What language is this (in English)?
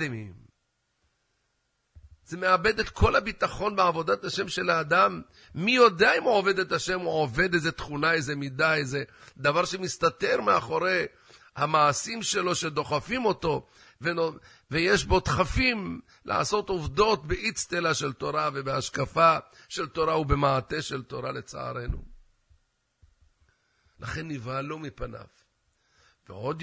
Hebrew